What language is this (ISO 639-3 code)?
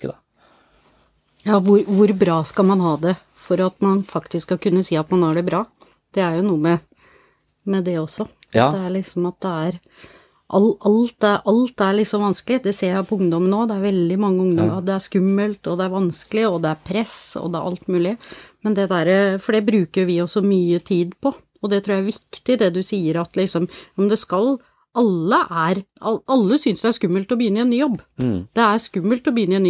nor